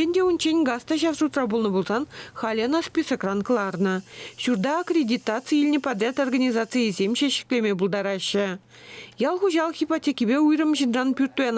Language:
Chuvash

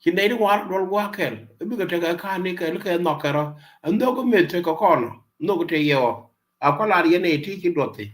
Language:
Nuer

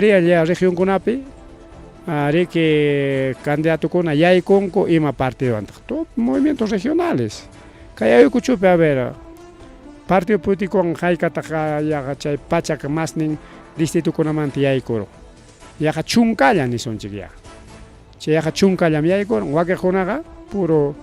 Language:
Ayacucho Quechua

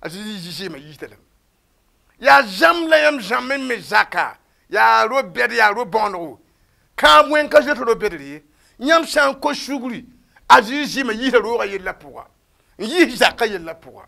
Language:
Mossi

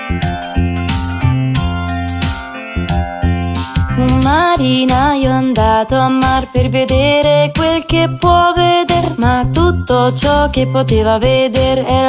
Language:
Italian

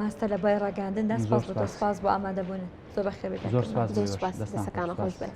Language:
Central Kurdish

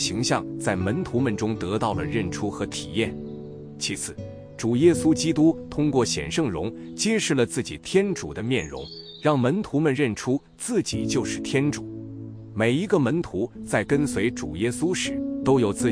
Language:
Chinese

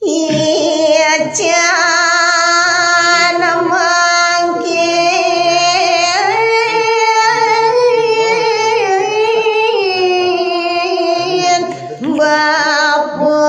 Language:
Balinese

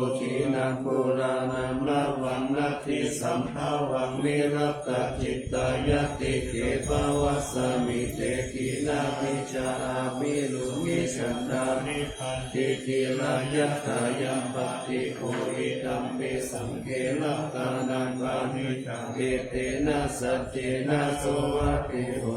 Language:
Pali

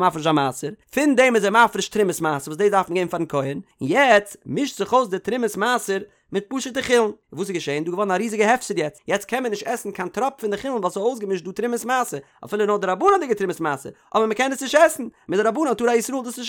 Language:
Yiddish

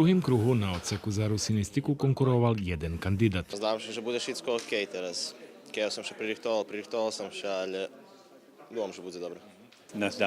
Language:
Rusyn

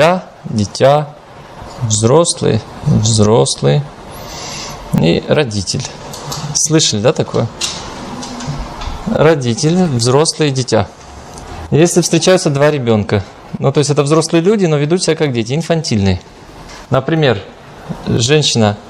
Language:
Russian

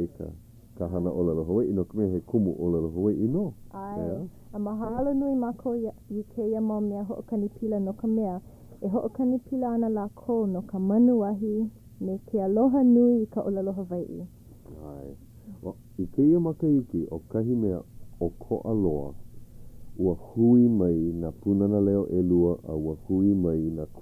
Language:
Hawaiian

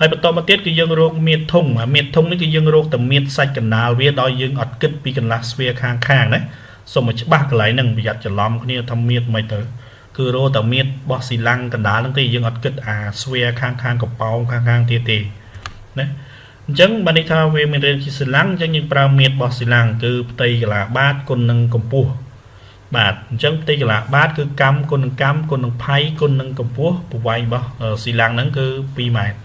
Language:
Khmer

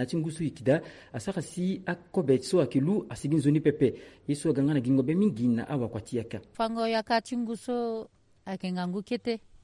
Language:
Sango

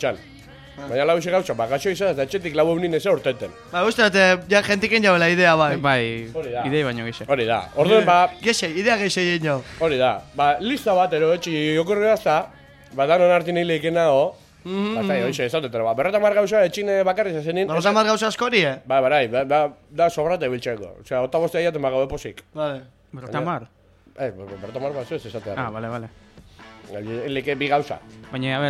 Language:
Basque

